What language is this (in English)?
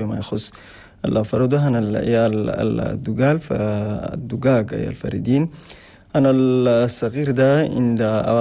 Chadian Arabic